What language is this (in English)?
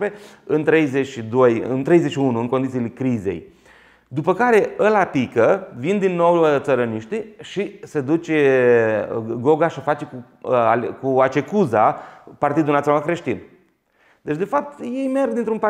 Romanian